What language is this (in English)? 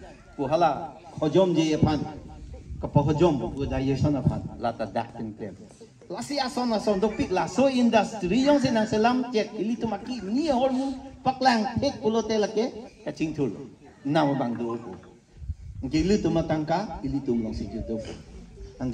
Karbi